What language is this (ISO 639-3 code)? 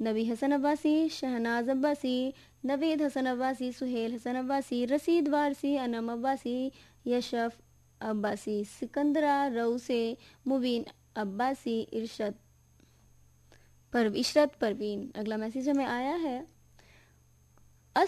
hin